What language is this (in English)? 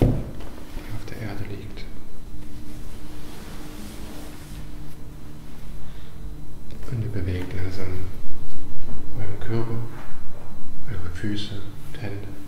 German